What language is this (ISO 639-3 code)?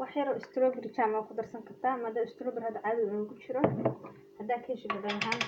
som